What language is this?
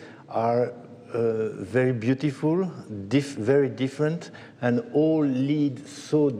Ossetic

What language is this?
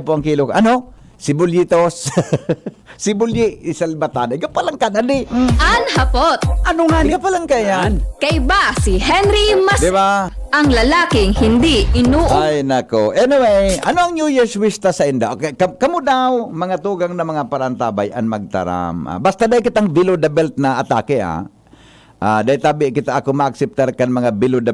Bikol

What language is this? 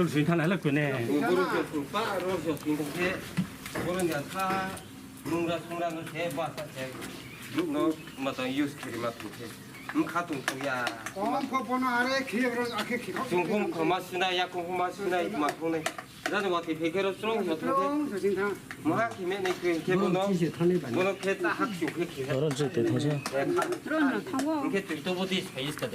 Riang (India)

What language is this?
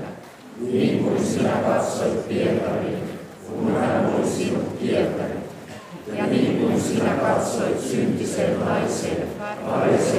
Finnish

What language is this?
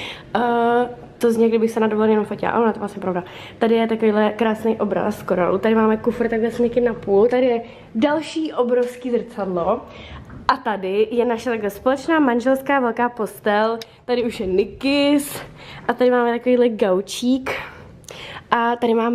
Czech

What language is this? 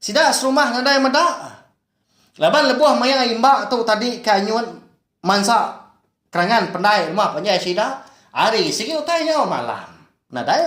Iban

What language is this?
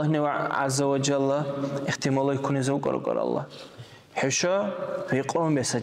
Dargwa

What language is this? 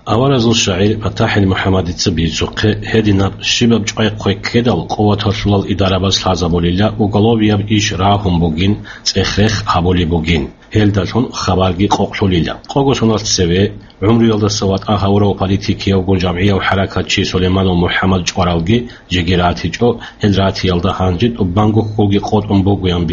Avaric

